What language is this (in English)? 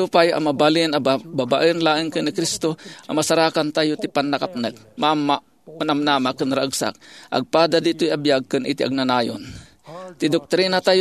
Iloko